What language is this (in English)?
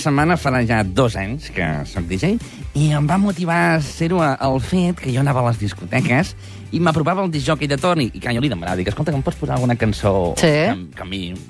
Catalan